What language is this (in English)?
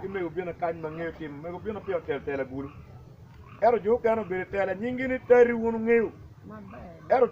Acoli